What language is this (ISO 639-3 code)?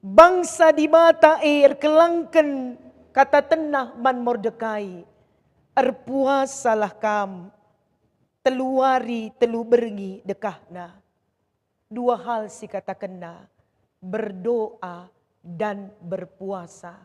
btx